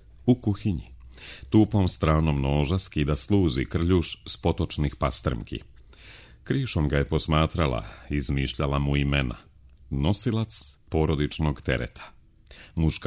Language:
Serbian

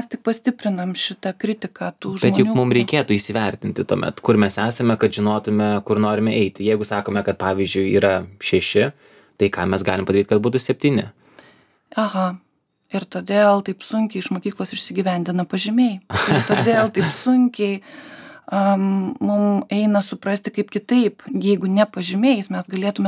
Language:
Lithuanian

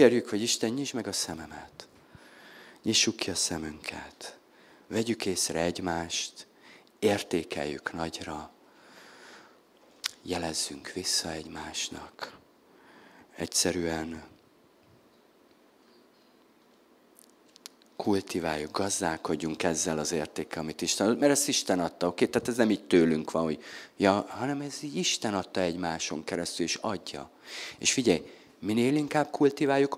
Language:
Hungarian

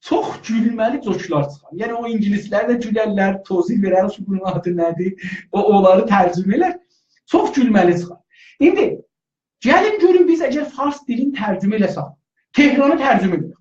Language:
South Azerbaijani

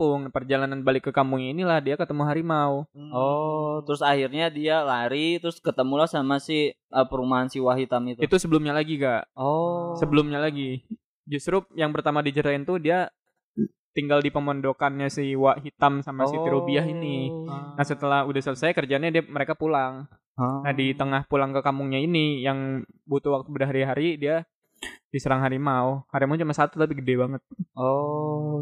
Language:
Indonesian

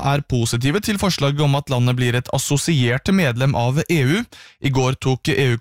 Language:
Norwegian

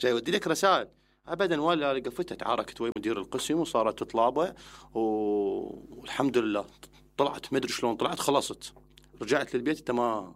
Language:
Mesopotamian Arabic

